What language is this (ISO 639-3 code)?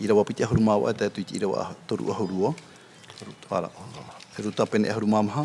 tah